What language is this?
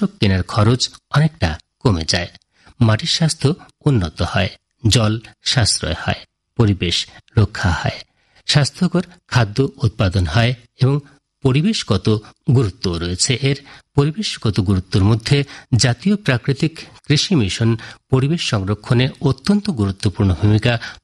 Bangla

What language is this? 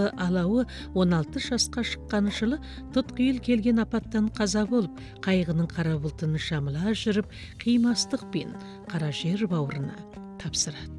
Kazakh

